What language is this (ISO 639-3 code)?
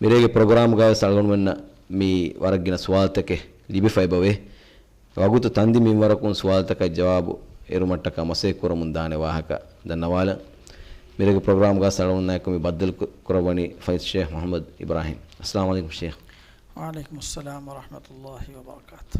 div